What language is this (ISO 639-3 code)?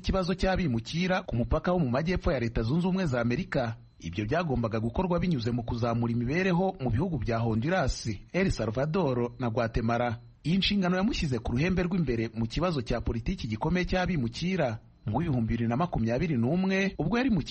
kin